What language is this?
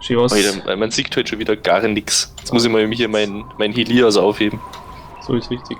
Bavarian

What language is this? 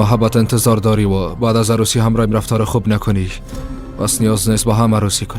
Persian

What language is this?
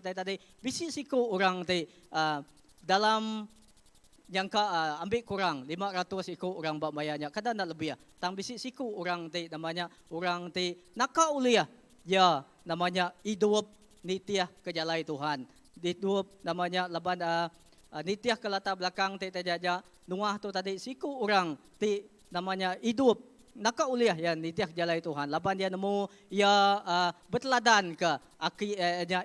Iban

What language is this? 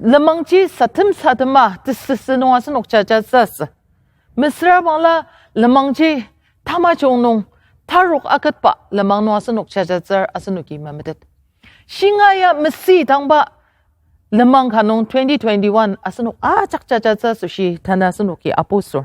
Ao Naga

